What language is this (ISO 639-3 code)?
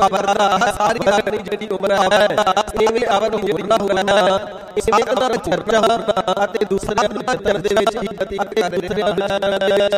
pan